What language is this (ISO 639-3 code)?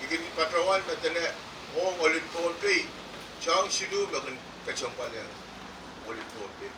pon